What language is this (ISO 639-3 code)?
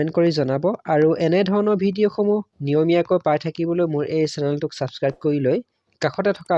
asm